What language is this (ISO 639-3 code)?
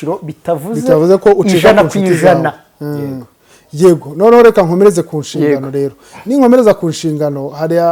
kin